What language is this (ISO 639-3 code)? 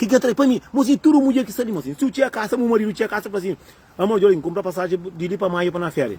kea